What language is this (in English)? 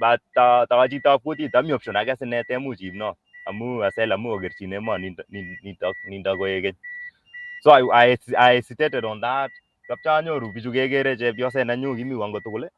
Kalenjin